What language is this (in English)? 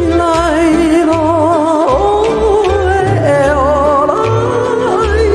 Hawaiian